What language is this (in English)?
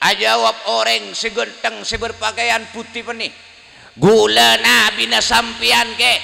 Madurese